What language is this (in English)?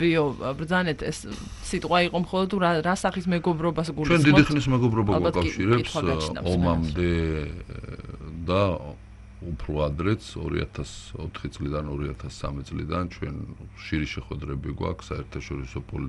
Georgian